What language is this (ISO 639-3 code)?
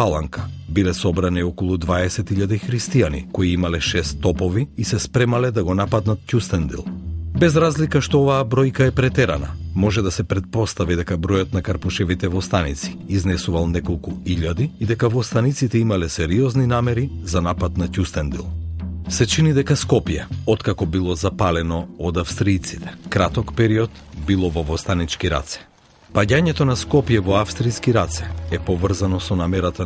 mkd